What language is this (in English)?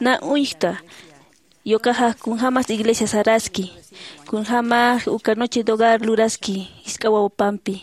Aymara